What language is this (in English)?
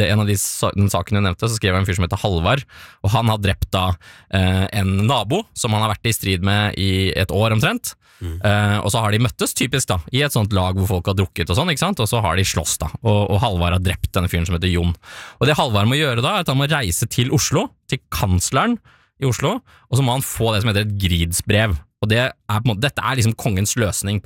Norwegian